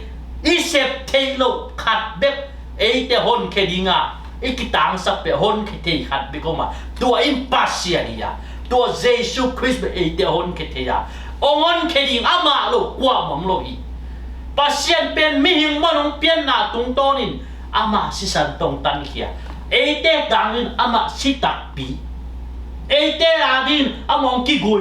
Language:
Tedim Chin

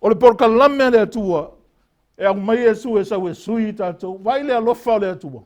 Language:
Samoan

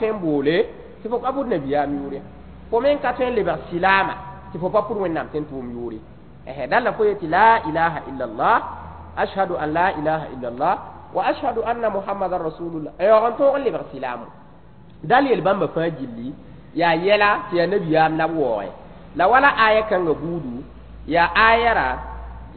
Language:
Mossi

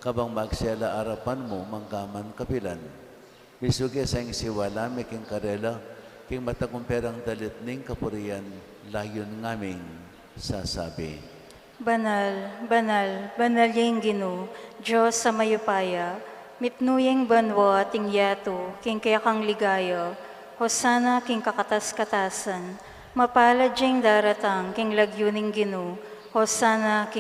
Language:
Pampanga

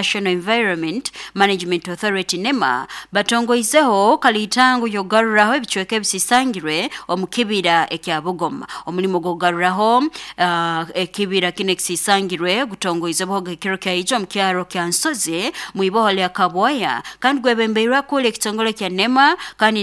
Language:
Nyoro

